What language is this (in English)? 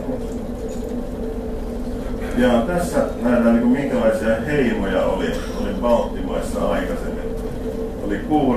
Finnish